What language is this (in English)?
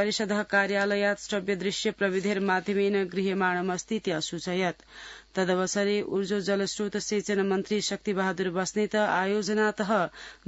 Sanskrit